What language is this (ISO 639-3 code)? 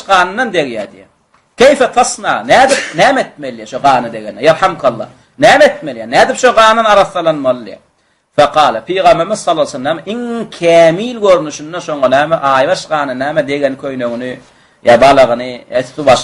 tuk